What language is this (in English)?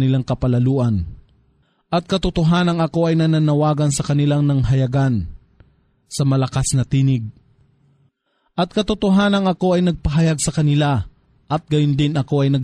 Filipino